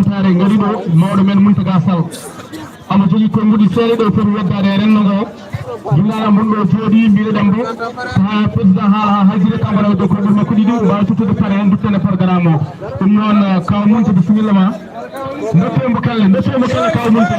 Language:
Fula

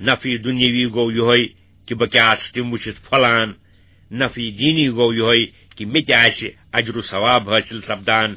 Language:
Kashmiri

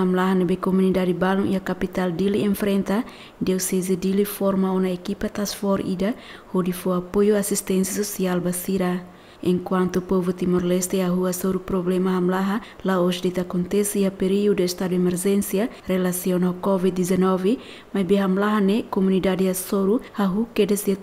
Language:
Tetum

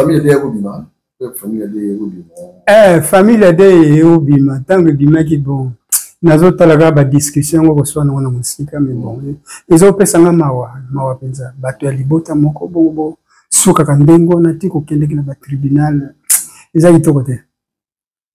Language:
Lingala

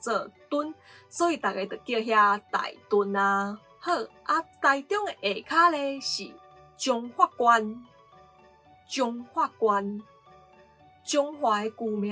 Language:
Min Nan Chinese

